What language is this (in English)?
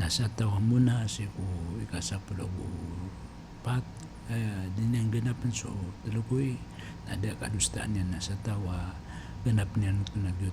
Maranao